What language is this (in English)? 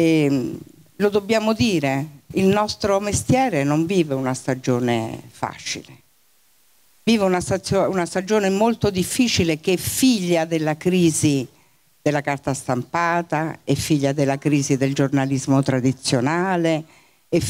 Italian